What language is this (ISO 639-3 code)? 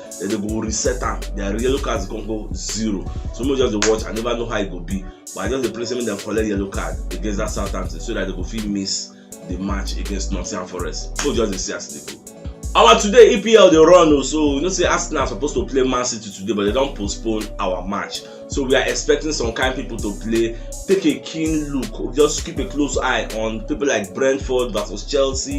pcm